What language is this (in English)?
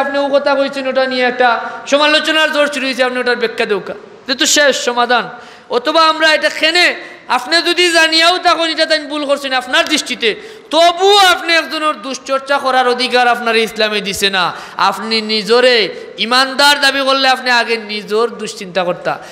Sylheti